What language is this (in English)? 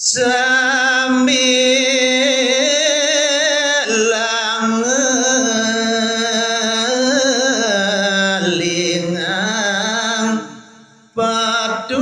Balinese